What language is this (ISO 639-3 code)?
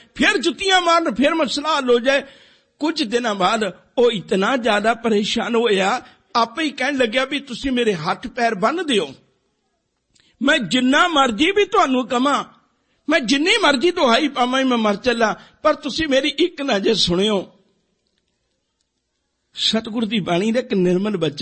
pan